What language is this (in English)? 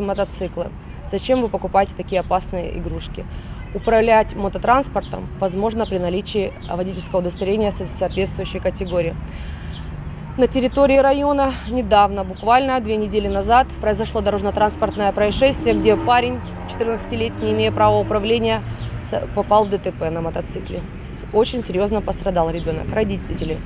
Russian